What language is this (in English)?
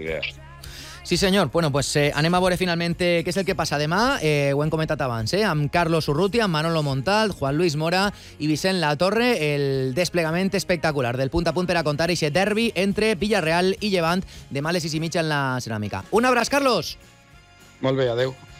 Catalan